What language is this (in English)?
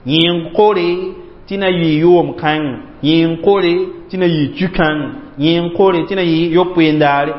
Mossi